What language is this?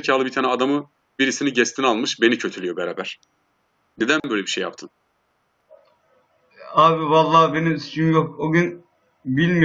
Turkish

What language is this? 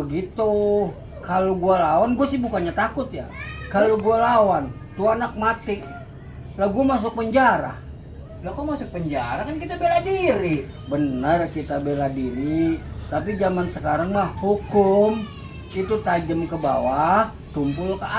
Betawi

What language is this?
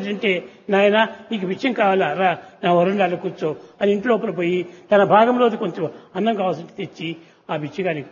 Telugu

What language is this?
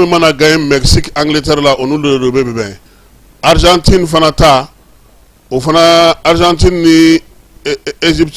Bambara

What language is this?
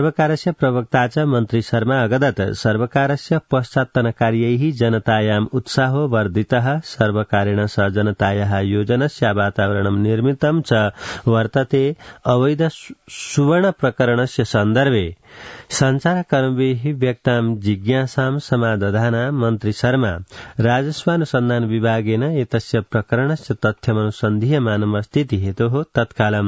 Sanskrit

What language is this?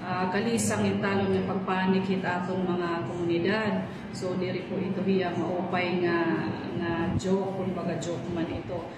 Waray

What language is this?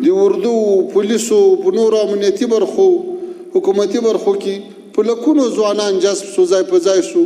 Pashto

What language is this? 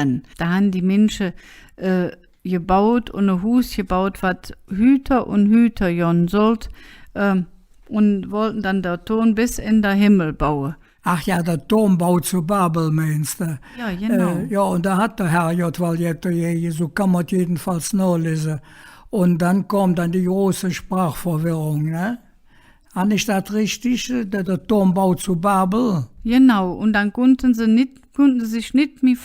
Colognian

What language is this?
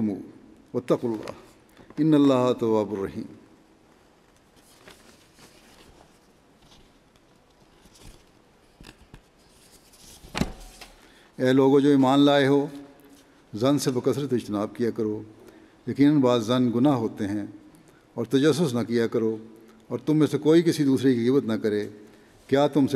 Urdu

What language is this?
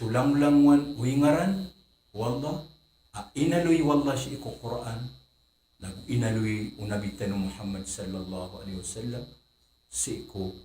Maranao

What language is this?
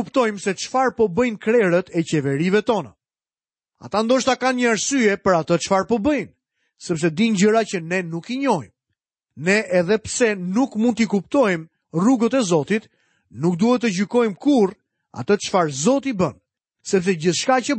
Albanian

